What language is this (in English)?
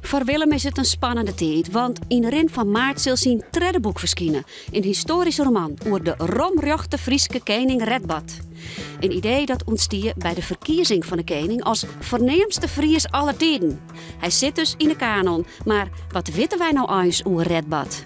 Western Frisian